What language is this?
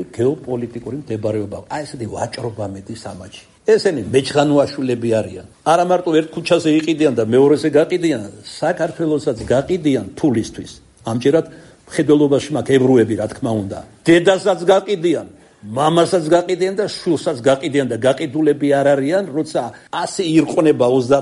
Georgian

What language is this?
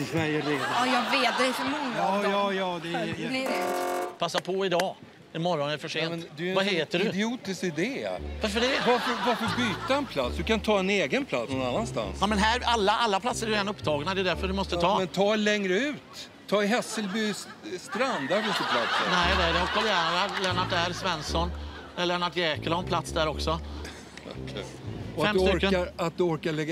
Swedish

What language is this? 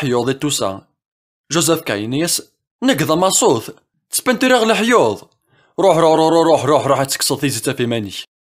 Kabyle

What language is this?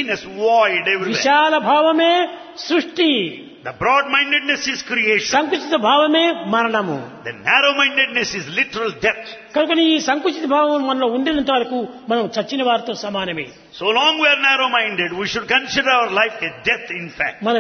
Telugu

